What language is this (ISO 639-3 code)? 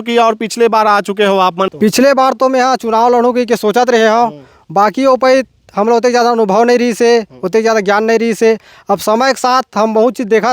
hne